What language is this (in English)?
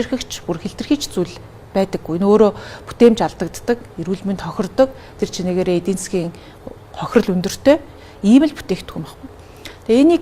Mongolian